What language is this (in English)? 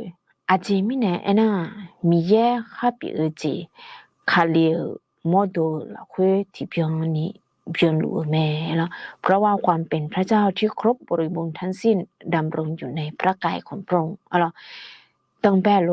Akha